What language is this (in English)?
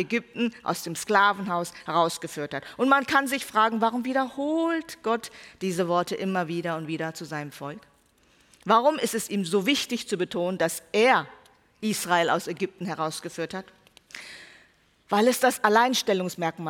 German